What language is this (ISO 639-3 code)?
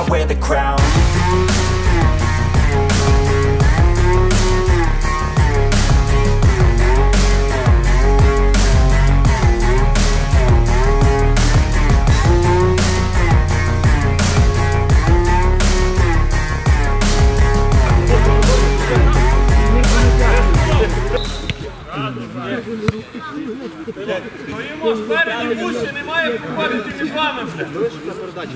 ukr